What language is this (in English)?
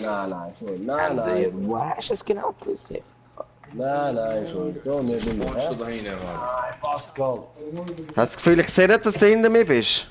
Swiss German